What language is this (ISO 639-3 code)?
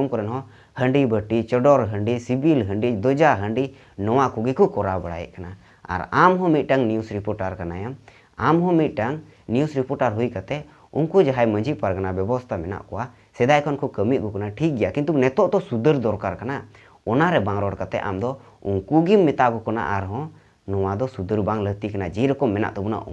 sat